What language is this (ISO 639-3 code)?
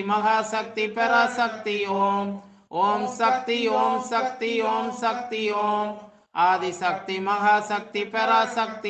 tam